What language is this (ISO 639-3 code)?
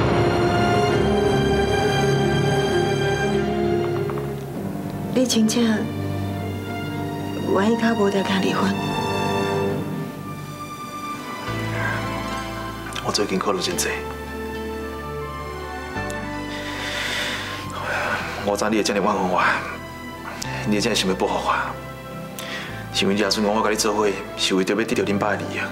nan